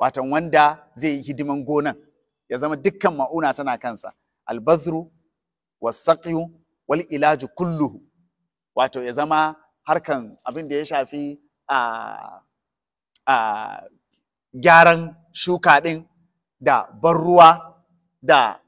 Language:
Hausa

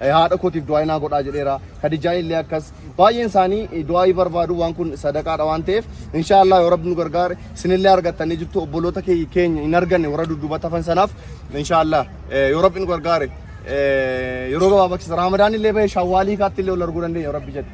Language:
Oromo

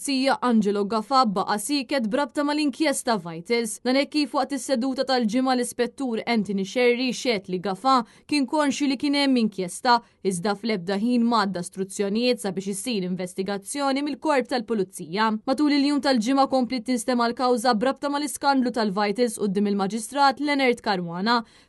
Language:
Maltese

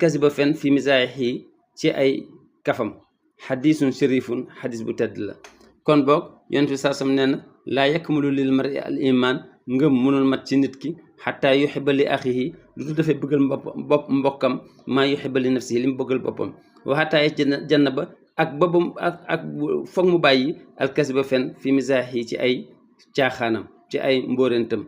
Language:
Wolof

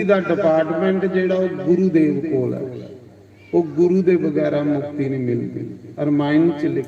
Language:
Dogri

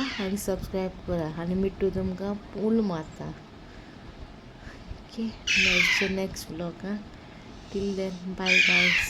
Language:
Konkani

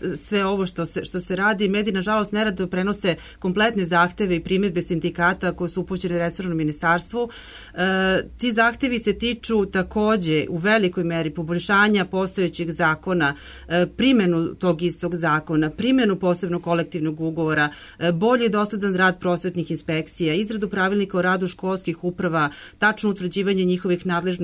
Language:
Serbian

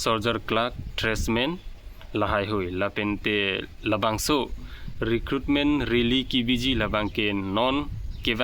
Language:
Karbi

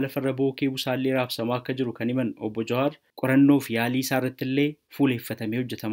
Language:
Oromo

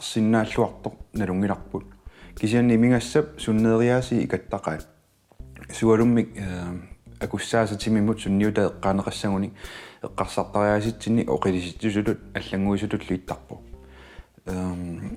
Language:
Kalaallisut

